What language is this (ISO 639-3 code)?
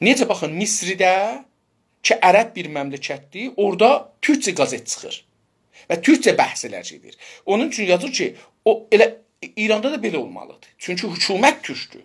azb